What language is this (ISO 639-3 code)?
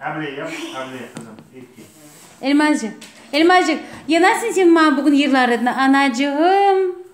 crh